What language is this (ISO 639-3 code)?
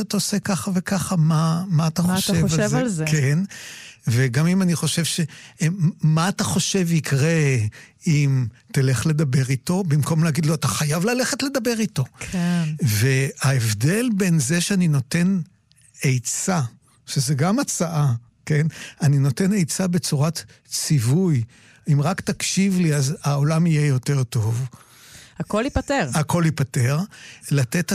heb